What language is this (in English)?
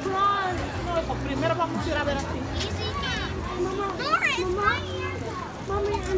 English